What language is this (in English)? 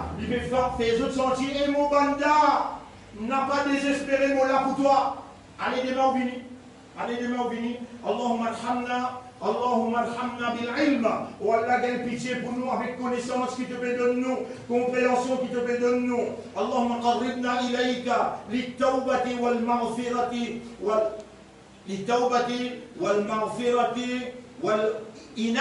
Morisyen